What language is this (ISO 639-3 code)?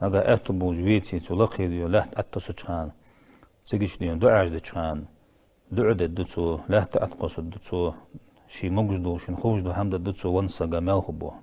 inh